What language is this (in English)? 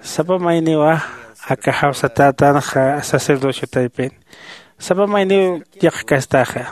Aymara